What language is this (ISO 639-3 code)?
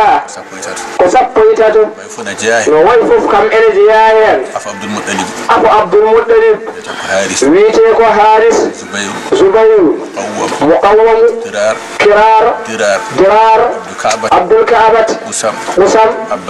ful